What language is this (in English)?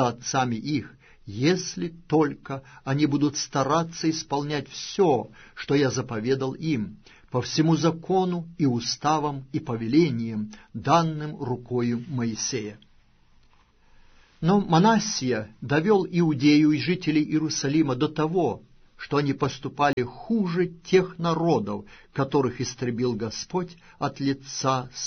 Russian